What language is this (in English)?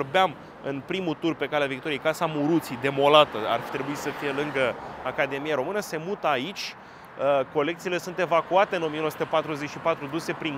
Romanian